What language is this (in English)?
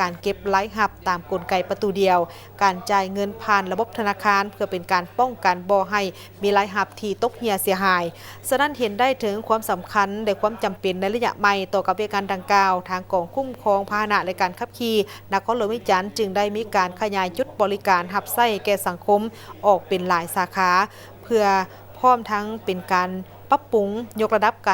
Lao